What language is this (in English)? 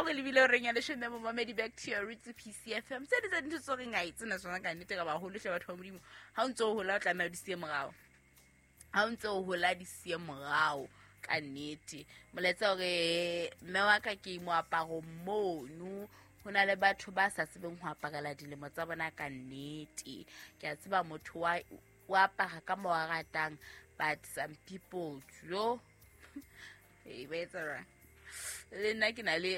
Southern Sotho